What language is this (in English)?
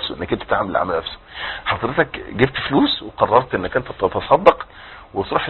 Egyptian Arabic